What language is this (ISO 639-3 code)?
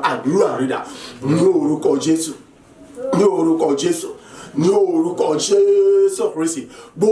yor